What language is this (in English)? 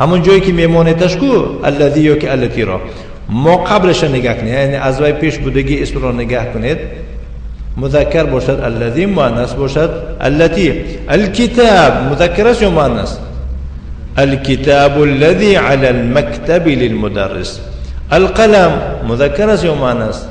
Tajik